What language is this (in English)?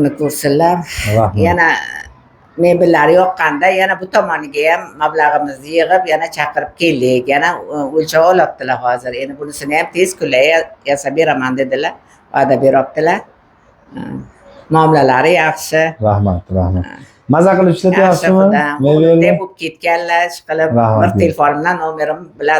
Uzbek